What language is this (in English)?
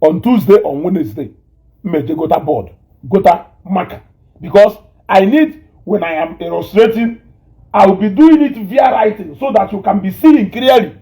Igbo